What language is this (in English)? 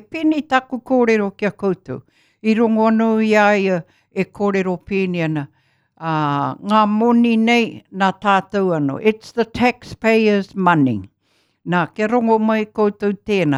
Māori